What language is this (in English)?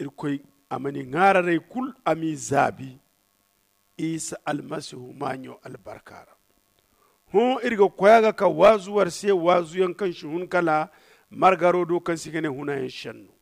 Zarma